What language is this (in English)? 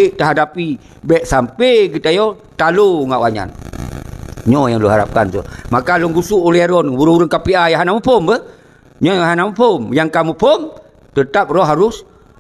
Achinese